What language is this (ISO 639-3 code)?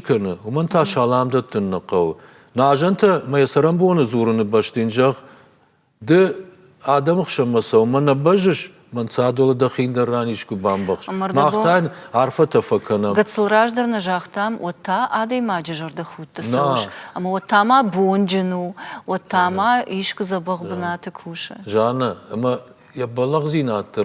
oss